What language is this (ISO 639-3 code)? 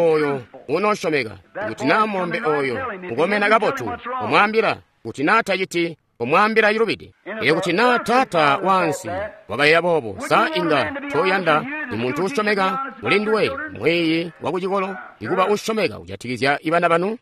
toi